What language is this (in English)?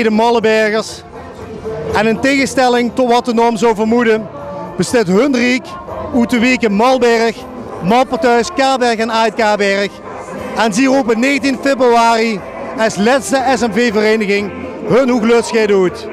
Limburgish